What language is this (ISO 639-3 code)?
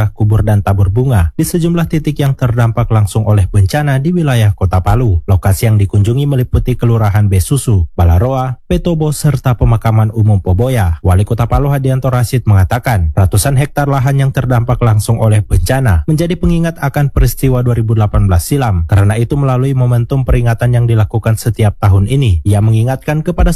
ind